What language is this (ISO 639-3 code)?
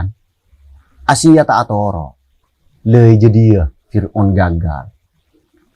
mad